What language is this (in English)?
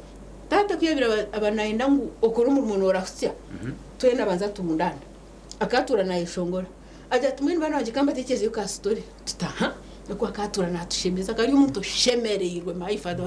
Nyankole